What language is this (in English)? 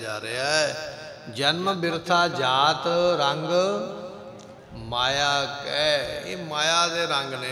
Punjabi